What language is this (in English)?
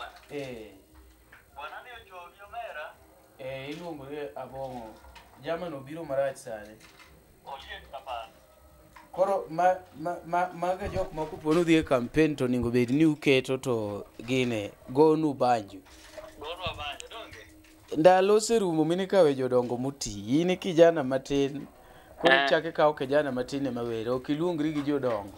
Luo (Kenya and Tanzania)